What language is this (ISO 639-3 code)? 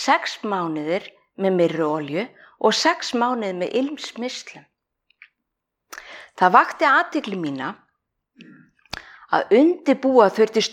isl